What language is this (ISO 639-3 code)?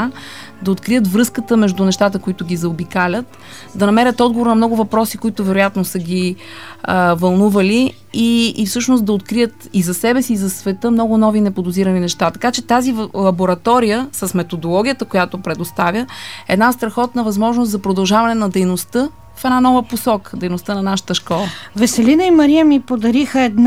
bul